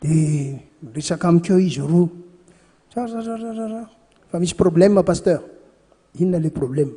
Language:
Malagasy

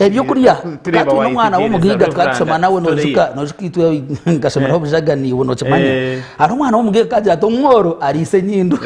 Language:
Nyankole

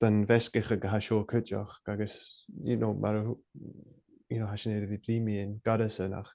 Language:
Scottish Gaelic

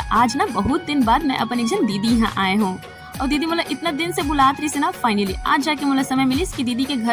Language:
Chhattisgarhi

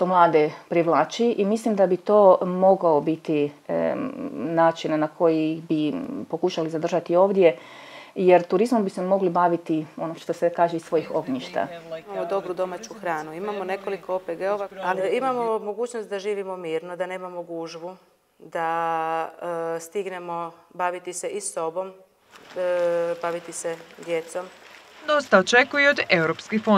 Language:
Croatian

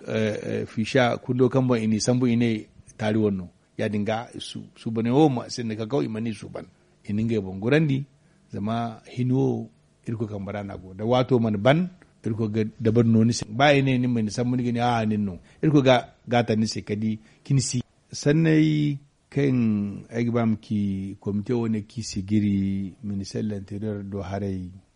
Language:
Zarma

